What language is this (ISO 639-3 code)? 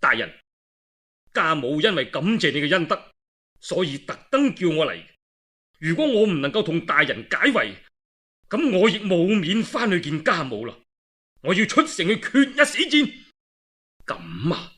yue